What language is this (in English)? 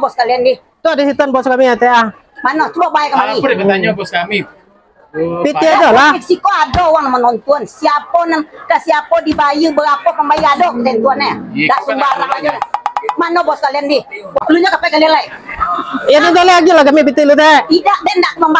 Minangkabau